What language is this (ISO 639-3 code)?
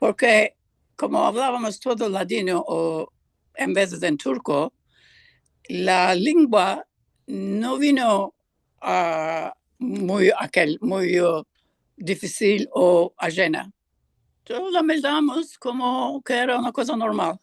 lad